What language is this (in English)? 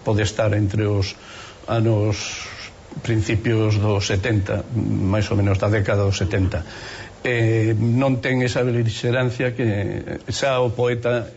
Galician